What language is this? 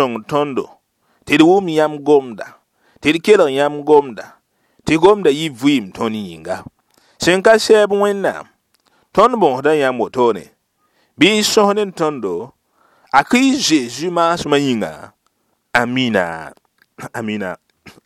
Mossi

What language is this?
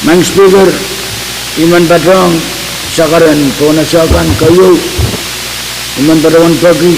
Pohnpeian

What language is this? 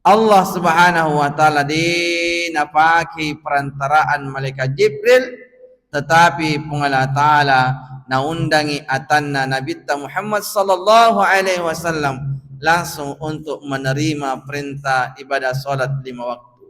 Buginese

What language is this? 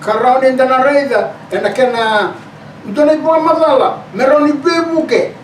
Fijian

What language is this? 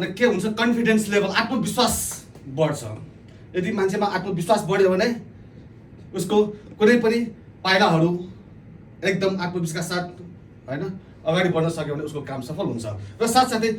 Nepali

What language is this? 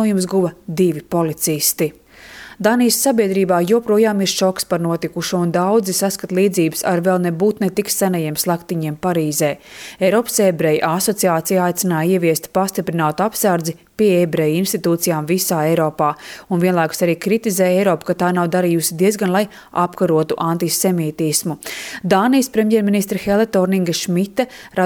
Latvian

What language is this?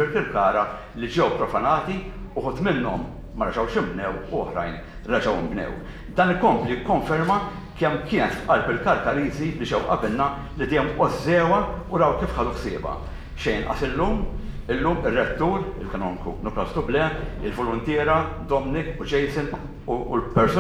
Maltese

